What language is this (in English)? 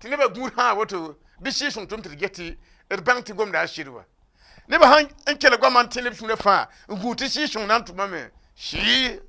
Mossi